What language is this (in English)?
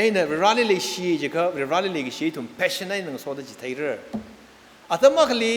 Tangkhul Naga (India)